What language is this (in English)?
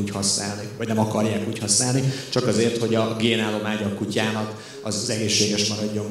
Hungarian